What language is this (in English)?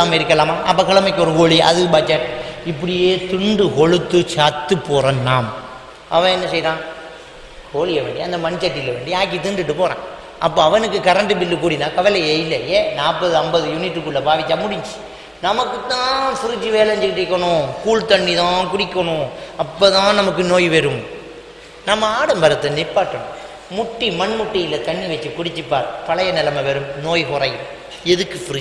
Tamil